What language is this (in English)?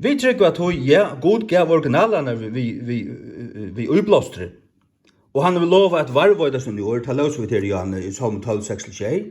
Faroese